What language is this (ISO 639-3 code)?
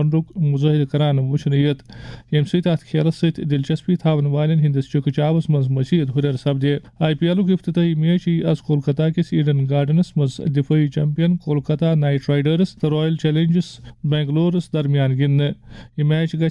kas